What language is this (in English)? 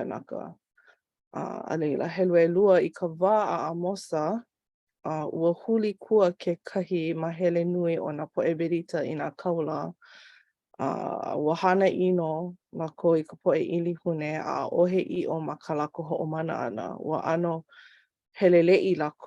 Hawaiian